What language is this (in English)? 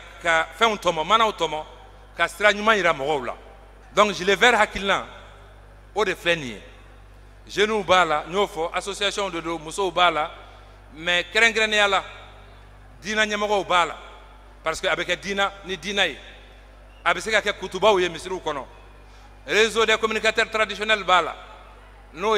Bambara